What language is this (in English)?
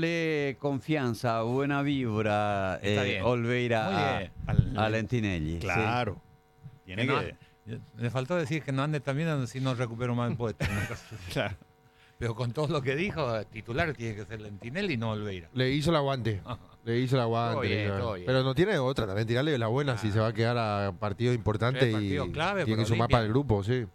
Spanish